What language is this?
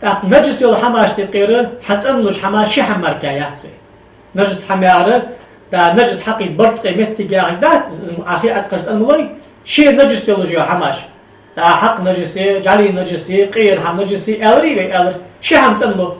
Ingush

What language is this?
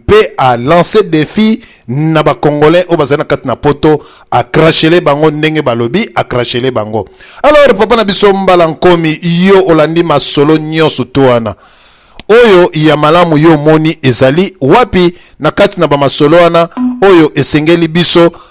Lingala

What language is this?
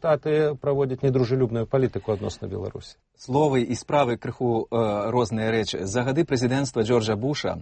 Belarusian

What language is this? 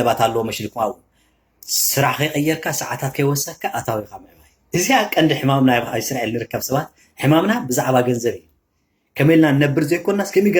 Tigrinya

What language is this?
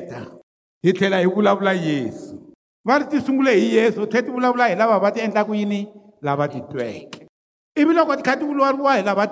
Tsonga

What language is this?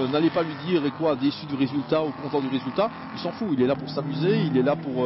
French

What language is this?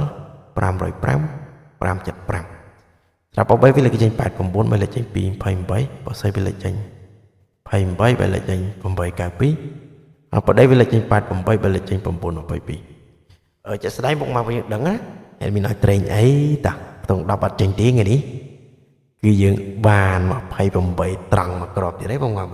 Khmer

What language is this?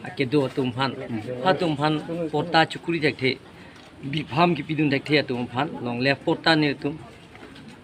Karbi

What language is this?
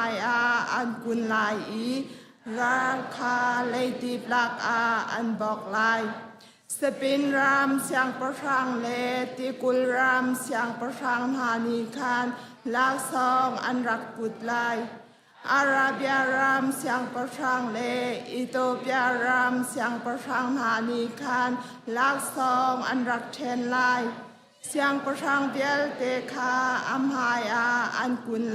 Hakha Chin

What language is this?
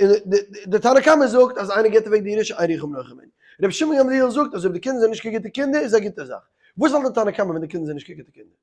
Yiddish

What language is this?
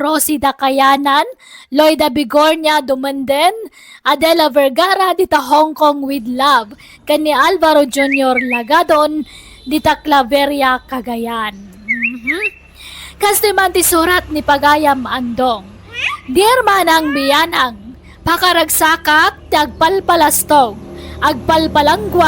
Iloko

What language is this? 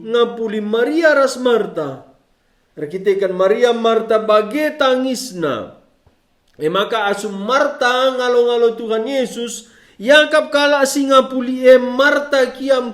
Batak Karo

